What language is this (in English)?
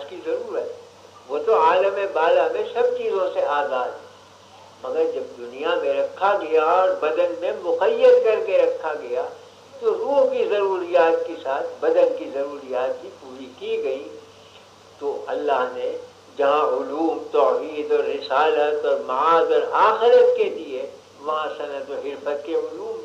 Urdu